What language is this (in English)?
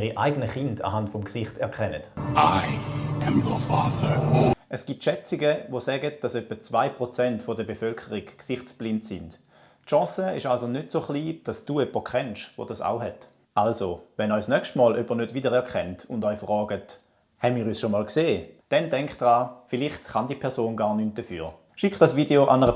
Swiss German